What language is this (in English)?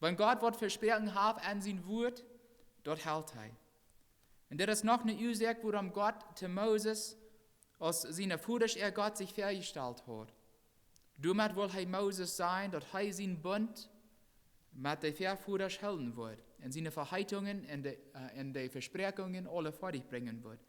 Plautdietsch